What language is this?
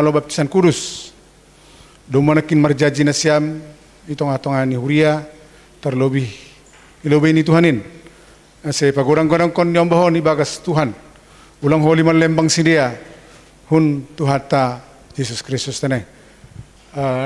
Batak Simalungun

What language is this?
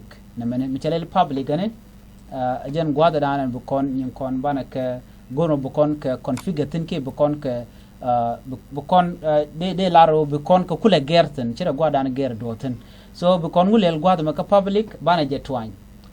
Nuer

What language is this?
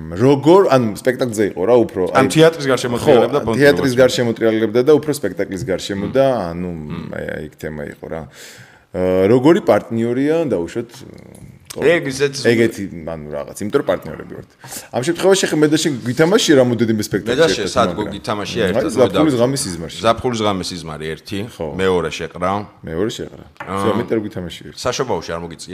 Georgian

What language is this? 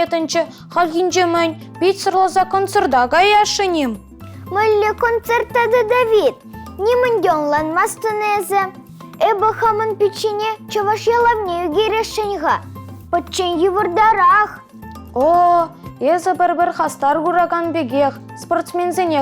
Chuvash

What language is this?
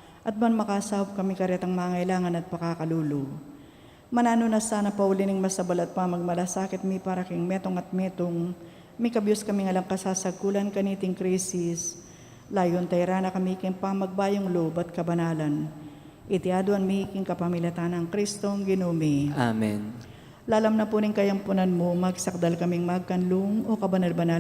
Pampanga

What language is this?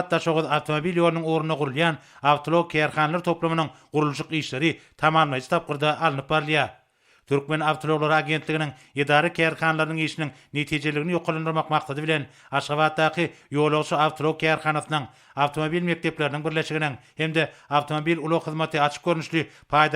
Turkmen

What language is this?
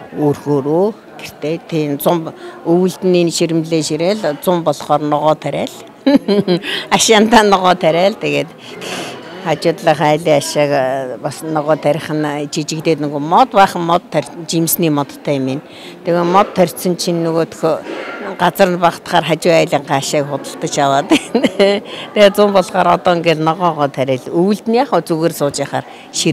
Mongolian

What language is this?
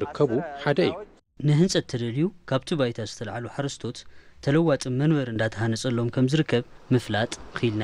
Tigrinya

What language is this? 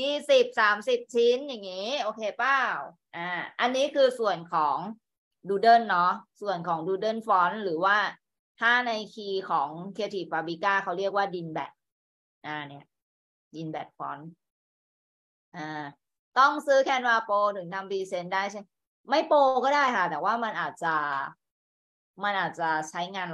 Thai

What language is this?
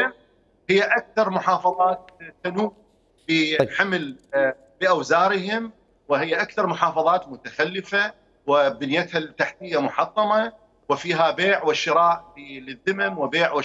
Mesopotamian Arabic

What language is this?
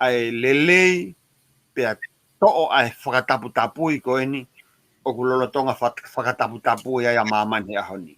Tongan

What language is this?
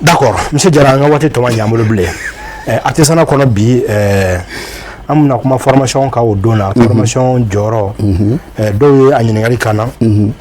Bambara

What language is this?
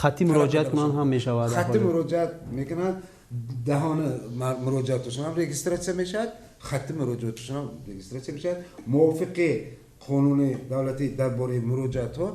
Tajik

